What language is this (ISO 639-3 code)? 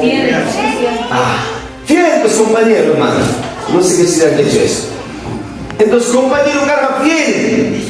quy